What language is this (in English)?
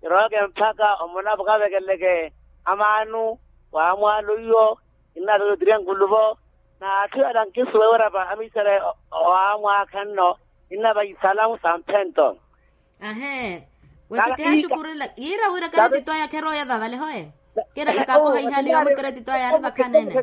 Makhuwa